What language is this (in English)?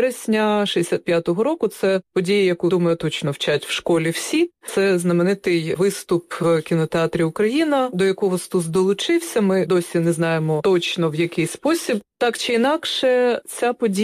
Ukrainian